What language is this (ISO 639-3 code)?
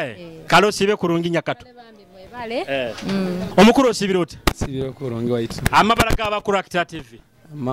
nyo